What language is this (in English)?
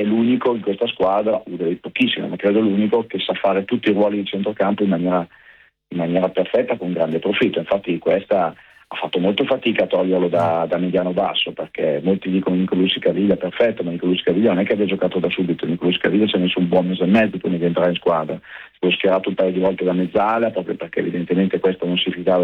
Italian